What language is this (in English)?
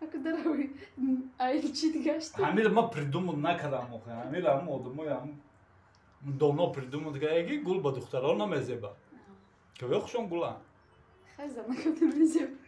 Tajik